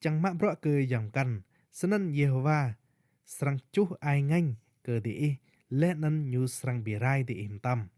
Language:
Rade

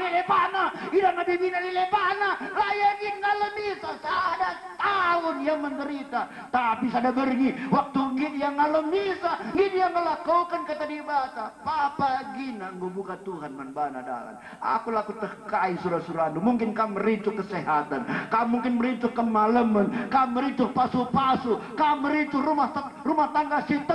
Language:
Batak Karo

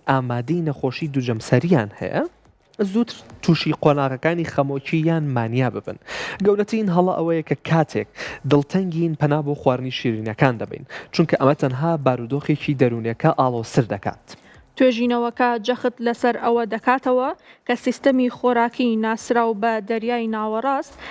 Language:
Central Kurdish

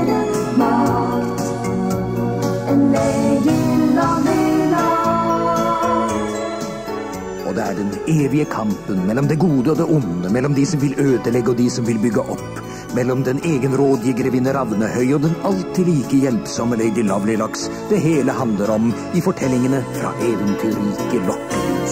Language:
Norwegian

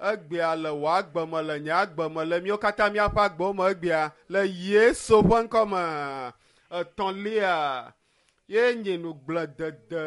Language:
Ewe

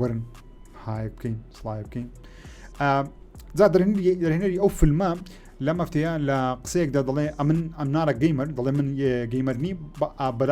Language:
Central Kurdish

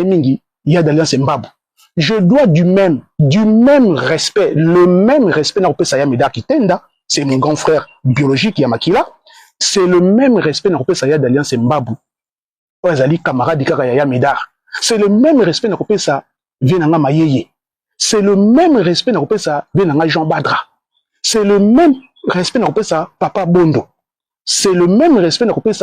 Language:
Lingala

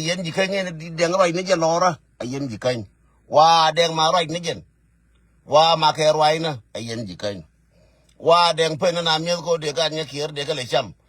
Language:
Nuer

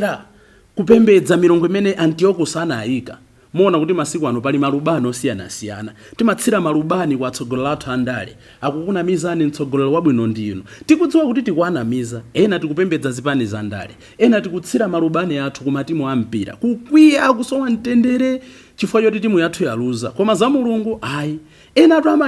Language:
Nyanja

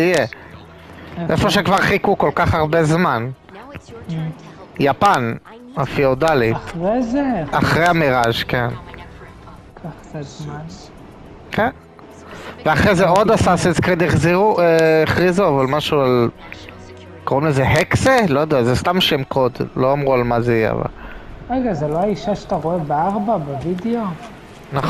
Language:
Hebrew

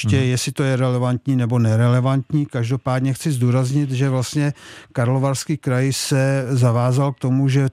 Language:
Czech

